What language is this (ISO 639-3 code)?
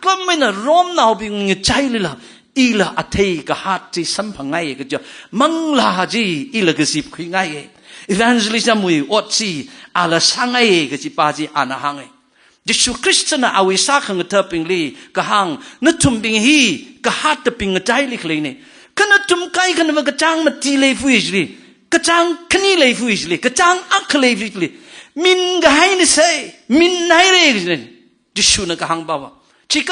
nmf